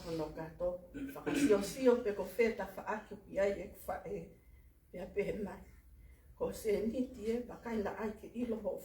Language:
Tongan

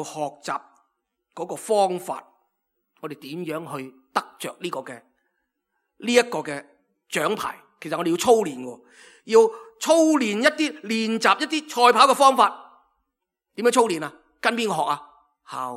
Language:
Cantonese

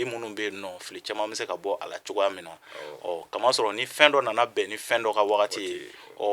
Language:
Bambara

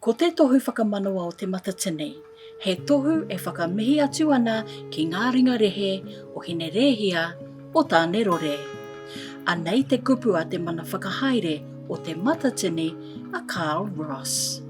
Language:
Māori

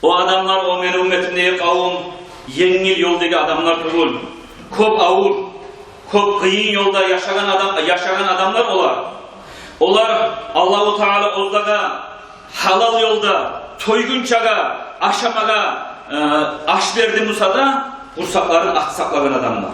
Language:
Kumyk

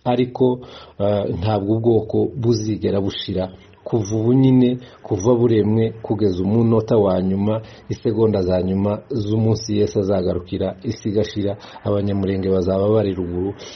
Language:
Kinyarwanda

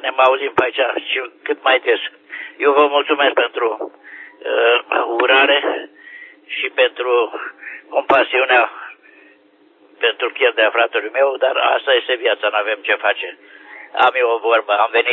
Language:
Romanian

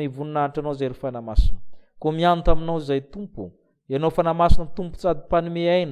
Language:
Malagasy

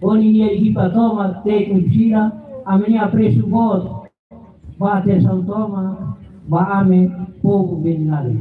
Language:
Tetum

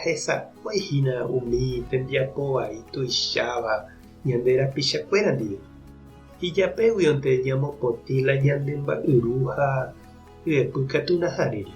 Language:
Guarani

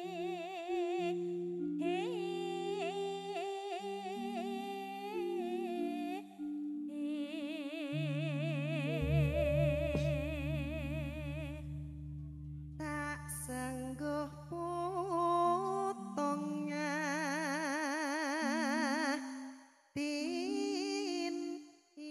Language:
Javanese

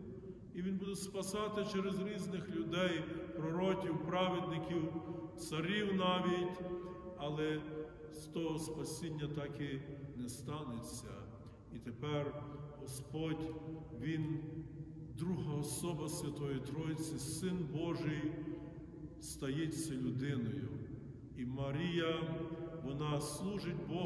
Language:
Ukrainian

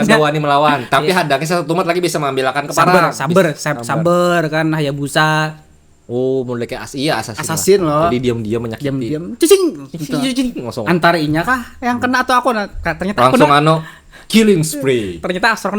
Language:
Banjar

